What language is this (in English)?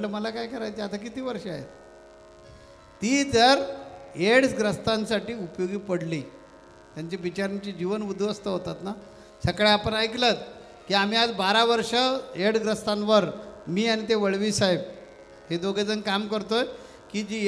Marathi